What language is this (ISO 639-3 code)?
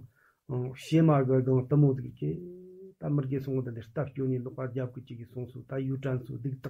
bod